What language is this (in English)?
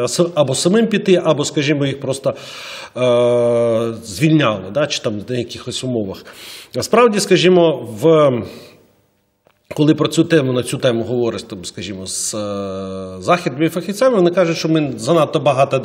Ukrainian